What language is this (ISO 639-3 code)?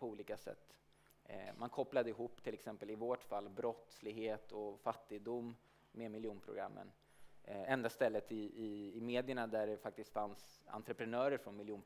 swe